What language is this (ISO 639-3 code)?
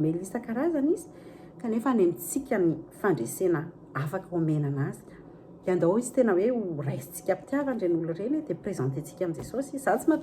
mlg